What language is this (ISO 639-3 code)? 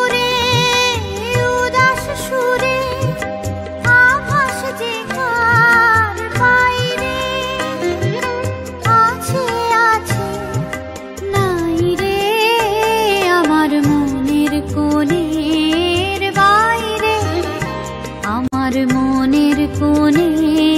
ben